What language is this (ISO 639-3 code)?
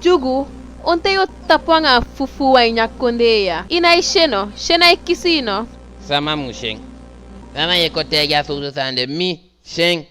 djk